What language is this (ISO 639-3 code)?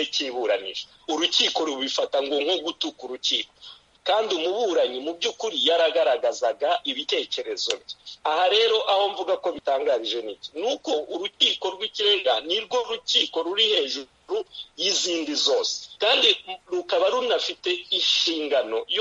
kin